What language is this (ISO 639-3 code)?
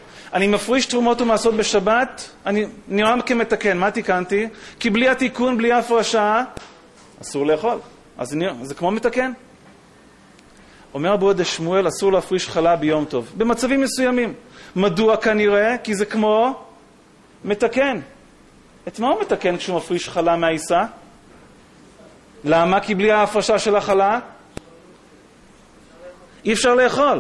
heb